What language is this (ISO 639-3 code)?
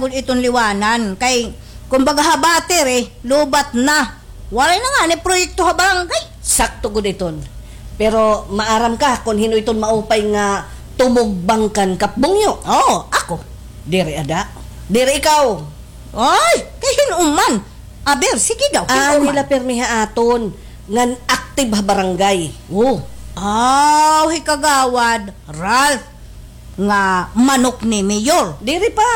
war